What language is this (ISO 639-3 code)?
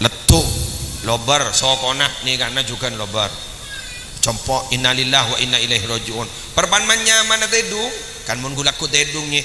mad